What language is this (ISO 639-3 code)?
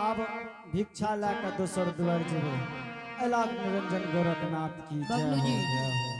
anp